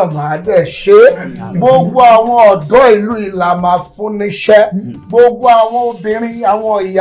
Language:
Yoruba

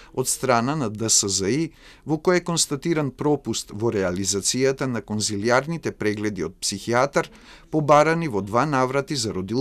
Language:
Macedonian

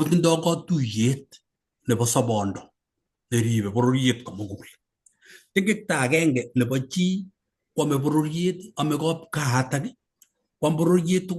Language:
Kalenjin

